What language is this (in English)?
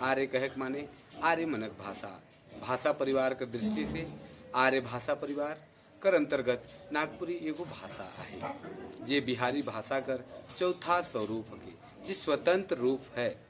Sadri